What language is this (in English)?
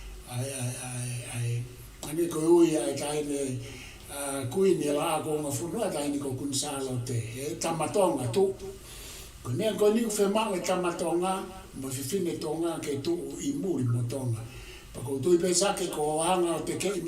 Tongan